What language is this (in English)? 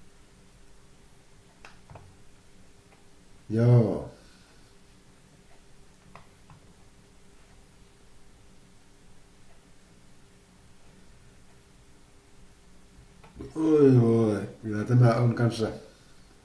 Finnish